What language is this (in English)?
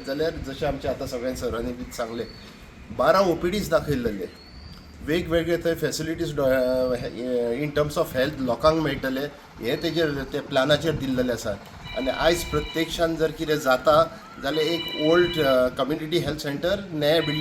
Konkani